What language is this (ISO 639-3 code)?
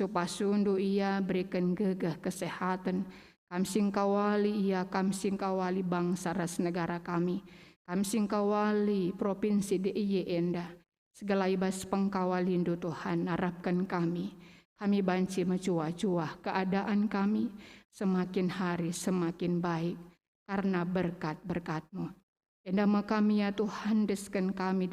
btx